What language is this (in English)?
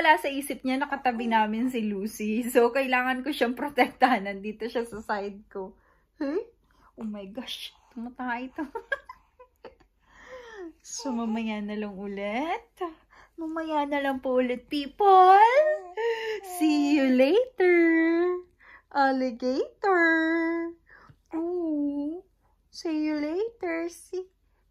Filipino